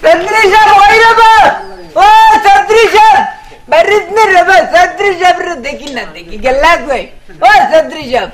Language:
Sylheti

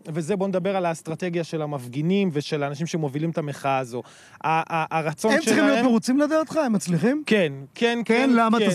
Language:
Hebrew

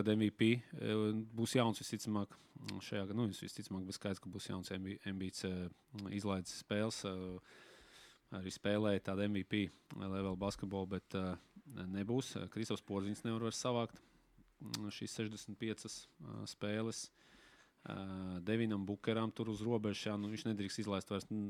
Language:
Latvian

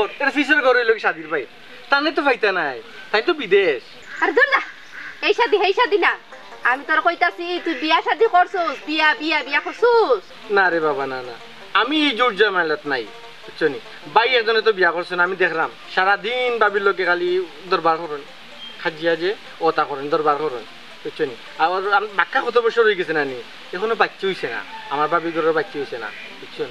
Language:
Sylheti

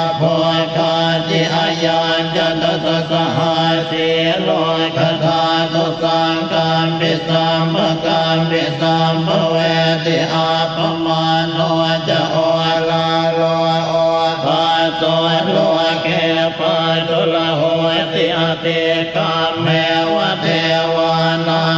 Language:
Pali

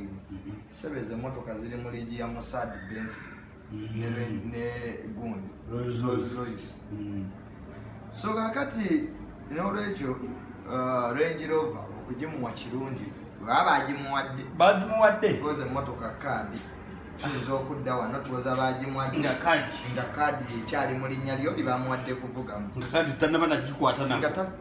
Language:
Ganda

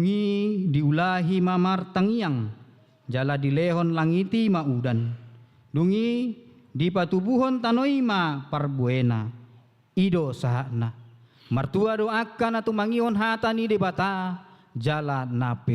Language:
Batak Toba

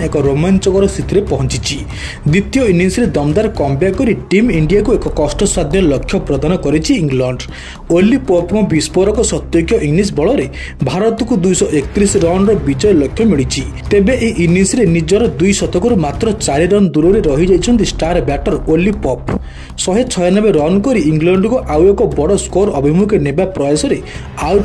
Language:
Odia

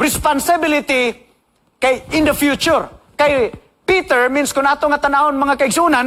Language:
Cebuano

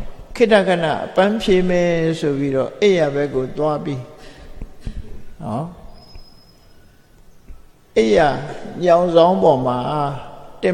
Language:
Burmese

